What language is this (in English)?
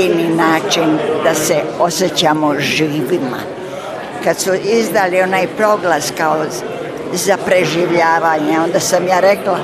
Bosnian